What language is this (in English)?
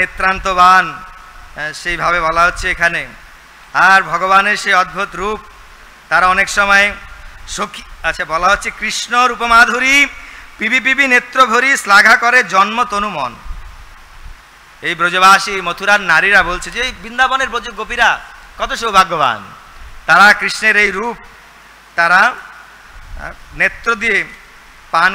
Bangla